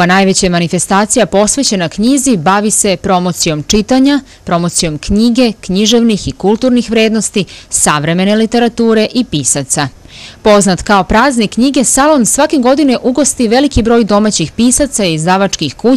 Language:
Serbian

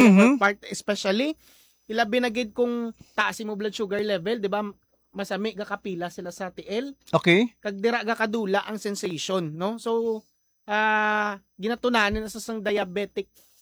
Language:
Hiligaynon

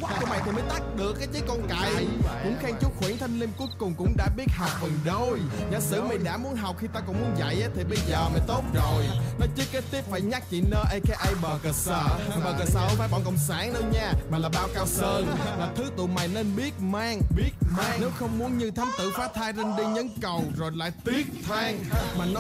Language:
Vietnamese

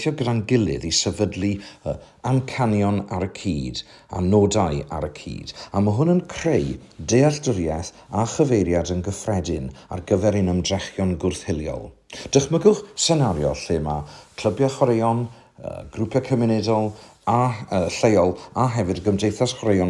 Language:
Welsh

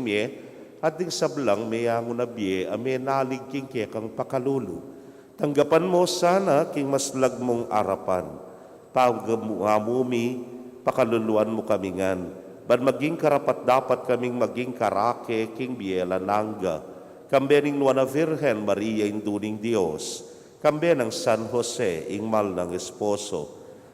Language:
Pampanga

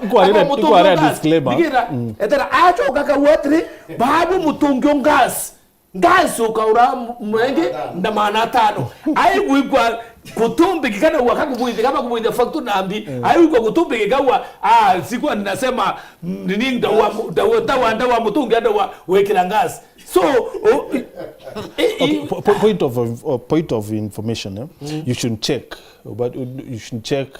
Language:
Meru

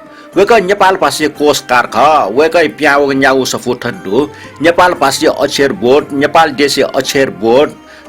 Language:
Newari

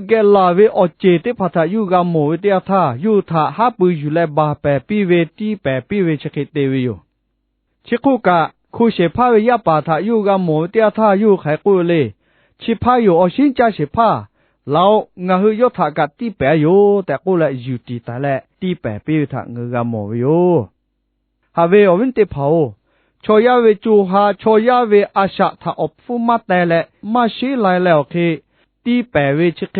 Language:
Lahu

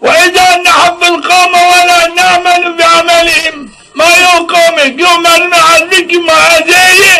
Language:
Zaza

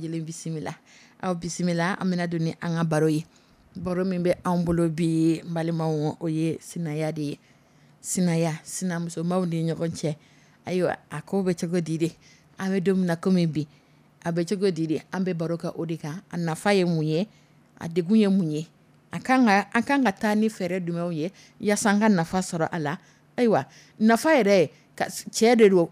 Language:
Dyula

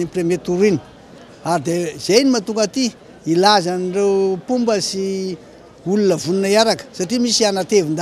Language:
Malagasy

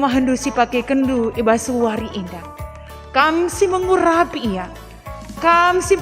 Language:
Batak Karo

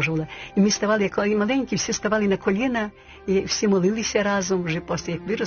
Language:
Ukrainian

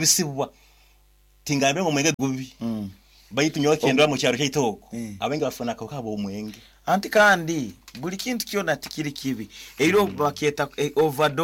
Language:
Nyankole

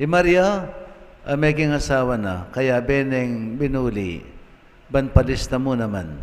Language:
Pampanga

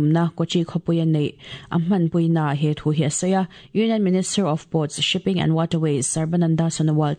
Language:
Mizo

